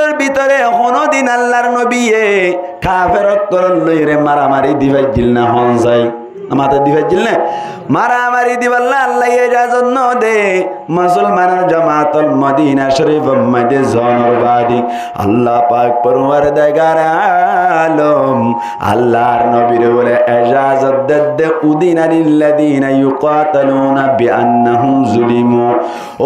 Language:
Rohingya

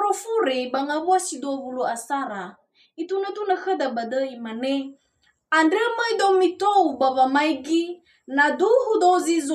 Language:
Nias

